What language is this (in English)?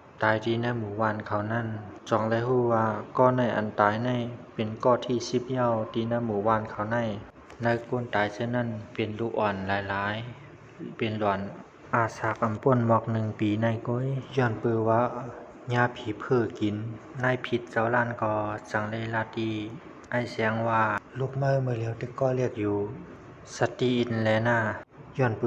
Shan